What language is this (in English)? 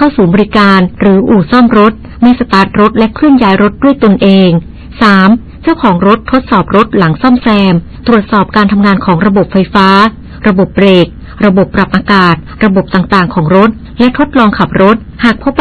Thai